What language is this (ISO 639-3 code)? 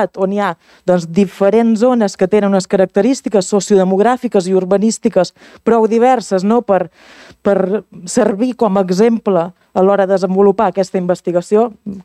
cat